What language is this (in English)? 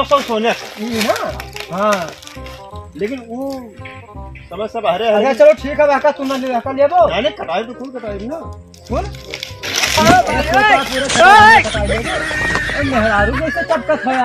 Awadhi